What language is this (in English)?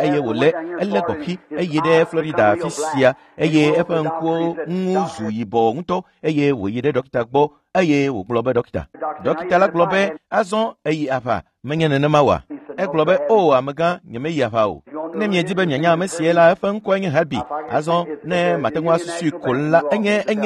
Ewe